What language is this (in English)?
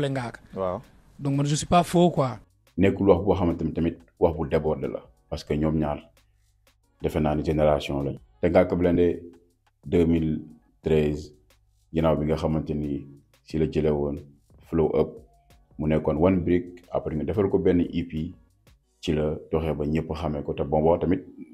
Wolof